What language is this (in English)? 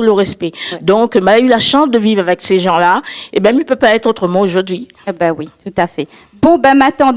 Réunion Creole French